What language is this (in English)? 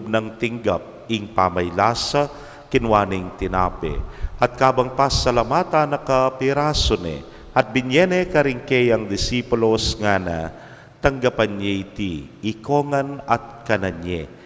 Pampanga